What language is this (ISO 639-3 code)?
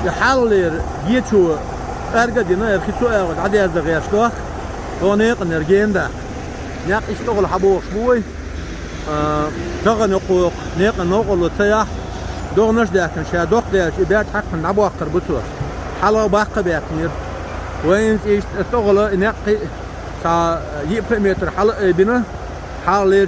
che